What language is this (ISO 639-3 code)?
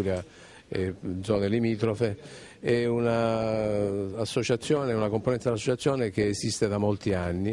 ita